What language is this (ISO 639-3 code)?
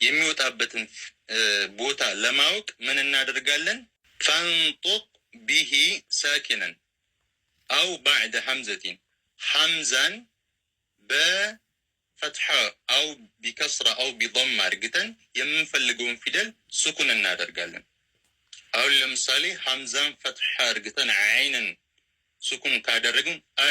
amh